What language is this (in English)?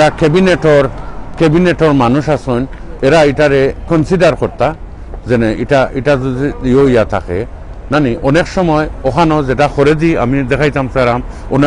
Sylheti